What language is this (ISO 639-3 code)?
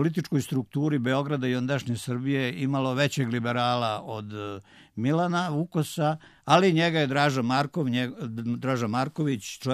srp